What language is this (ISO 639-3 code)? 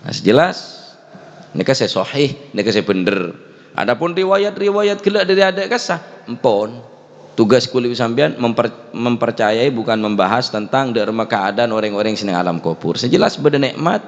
mad